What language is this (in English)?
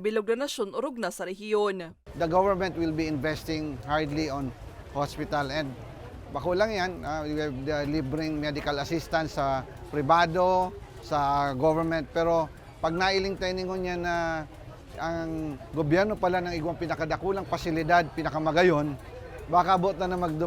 Bikol